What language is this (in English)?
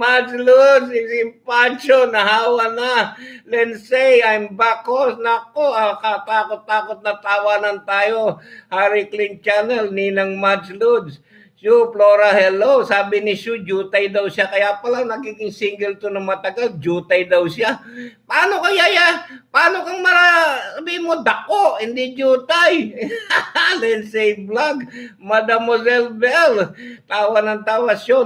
Filipino